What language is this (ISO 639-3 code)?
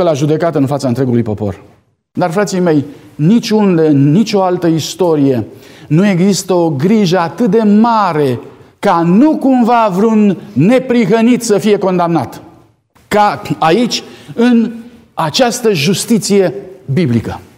ron